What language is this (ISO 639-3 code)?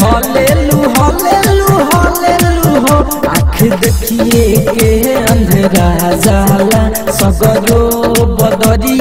bho